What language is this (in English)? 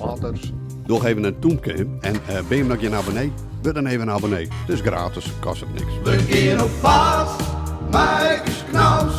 Western Frisian